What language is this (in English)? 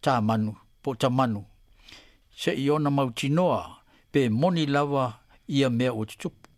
Samoan